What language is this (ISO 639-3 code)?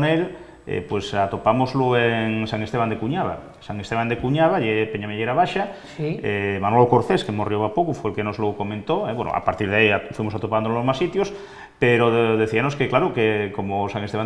ast